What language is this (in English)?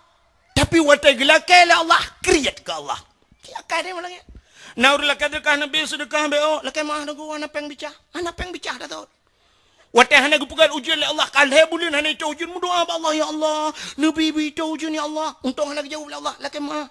Achinese